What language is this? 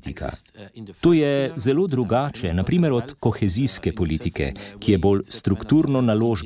Slovenian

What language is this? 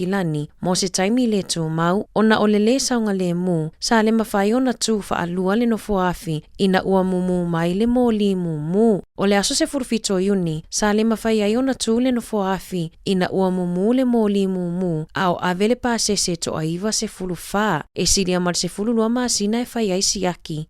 Samoan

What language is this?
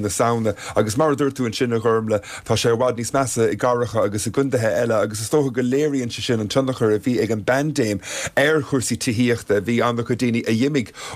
Irish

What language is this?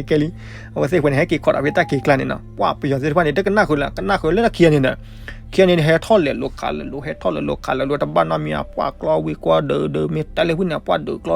S'gaw Karen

